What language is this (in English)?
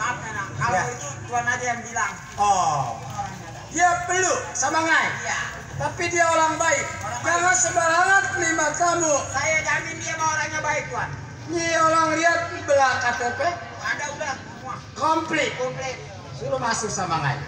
Betawi